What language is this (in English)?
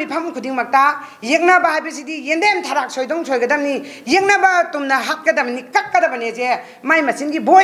Manipuri